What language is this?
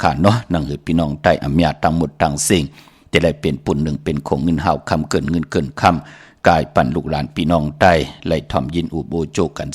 Shan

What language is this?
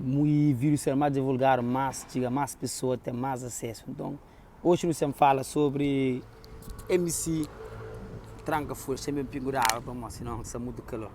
Kabuverdianu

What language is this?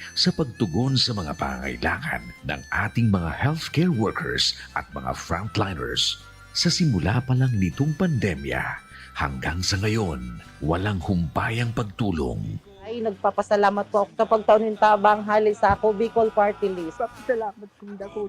Bikol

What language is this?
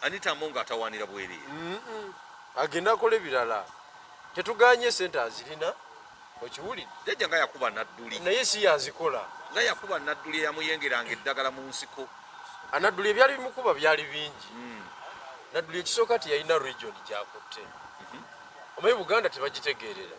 Ganda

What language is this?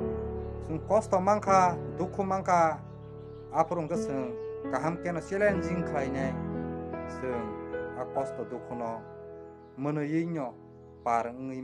Kok Borok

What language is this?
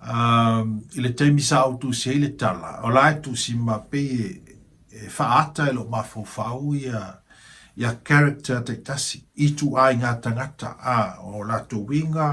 Samoan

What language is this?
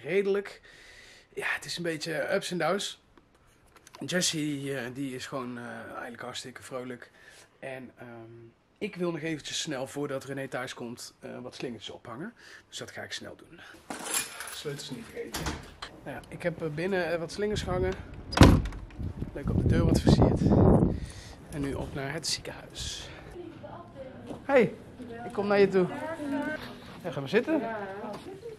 Dutch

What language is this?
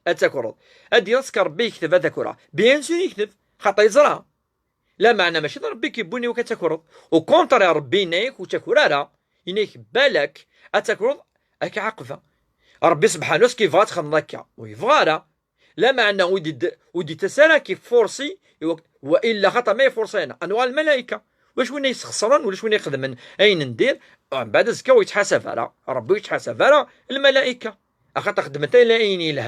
Kabyle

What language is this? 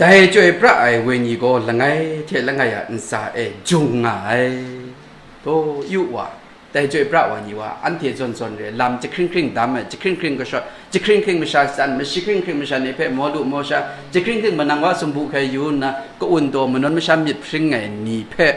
Kachin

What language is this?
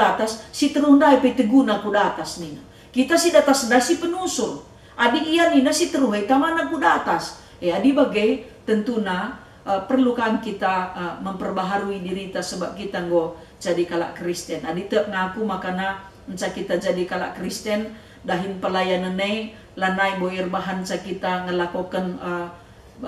Batak Karo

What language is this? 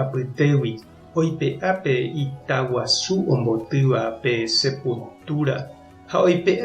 Guarani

